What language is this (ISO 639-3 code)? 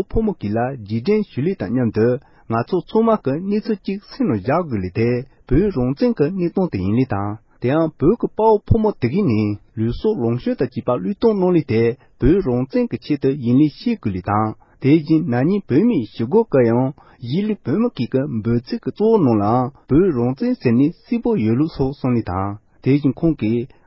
bod